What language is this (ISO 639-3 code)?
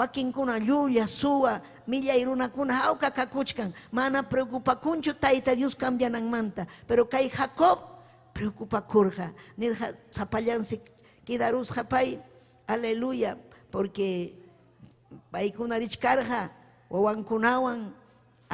quy